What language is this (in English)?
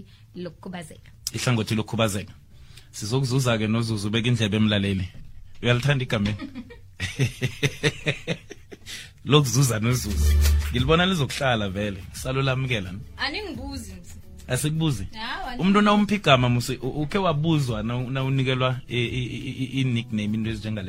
South Ndebele